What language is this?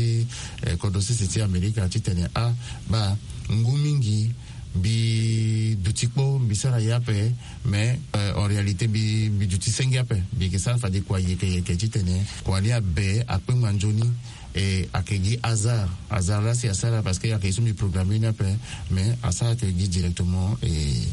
Sango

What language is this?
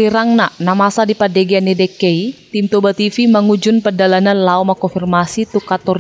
Batak Toba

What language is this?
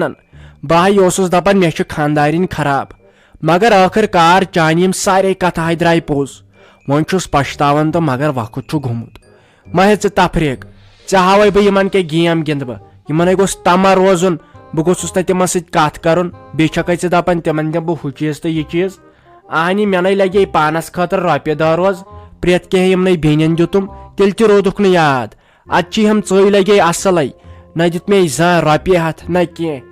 Kashmiri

